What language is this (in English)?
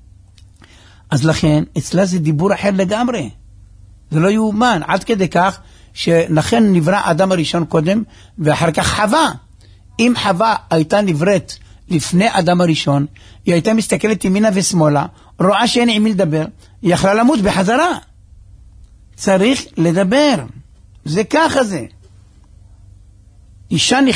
Hebrew